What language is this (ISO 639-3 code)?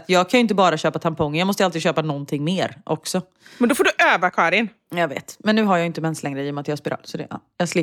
swe